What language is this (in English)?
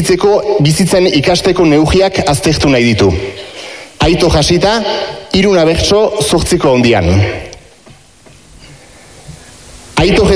Basque